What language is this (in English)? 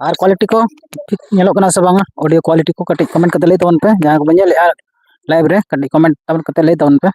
Santali